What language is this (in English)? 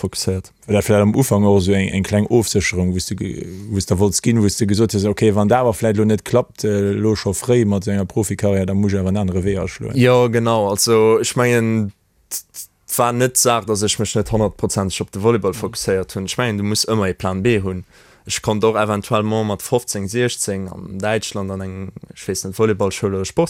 Luxembourgish